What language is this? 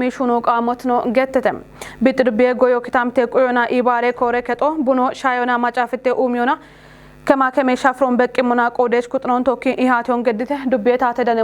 Kafa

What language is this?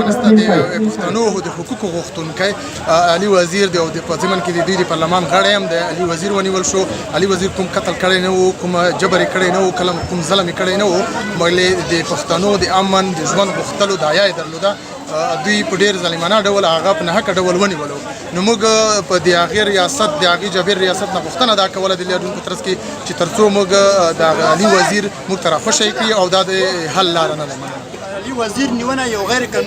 Pashto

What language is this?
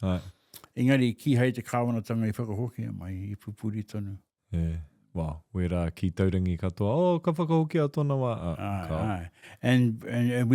Māori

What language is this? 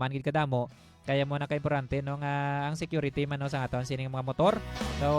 Hiligaynon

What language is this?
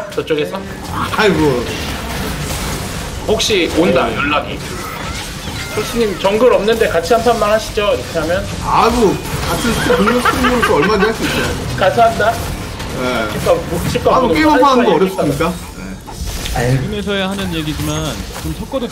Korean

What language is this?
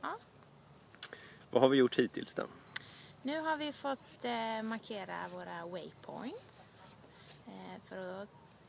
Swedish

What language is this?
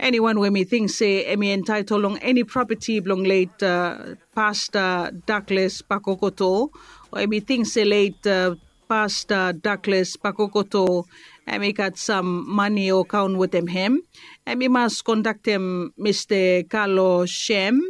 Bislama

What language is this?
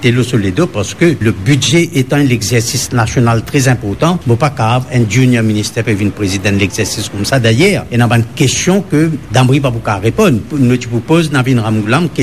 Morisyen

